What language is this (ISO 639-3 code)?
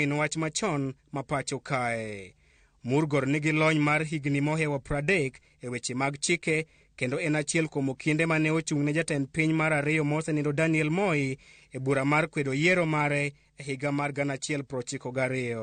luo